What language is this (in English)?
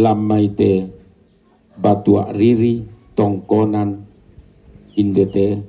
Toraja-Sa'dan